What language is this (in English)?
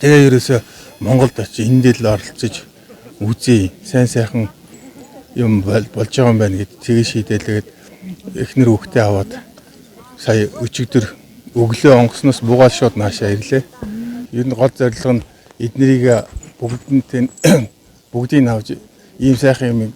Mongolian